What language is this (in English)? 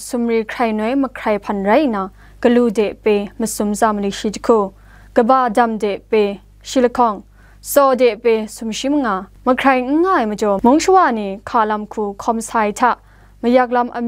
Kachin